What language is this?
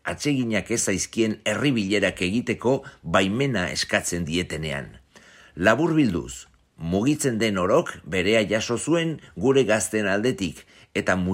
Basque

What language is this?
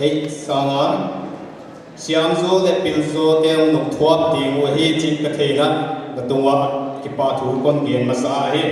Paite Chin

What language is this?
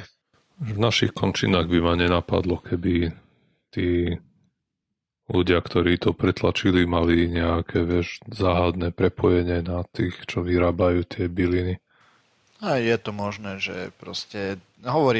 Slovak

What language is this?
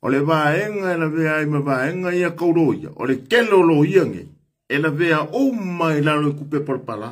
Samoan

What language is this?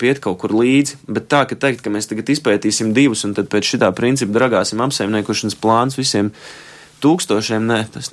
Latvian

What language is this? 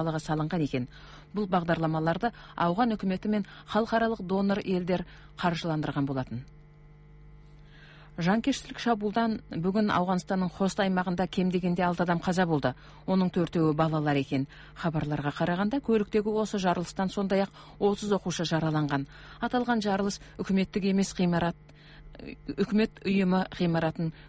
Kazakh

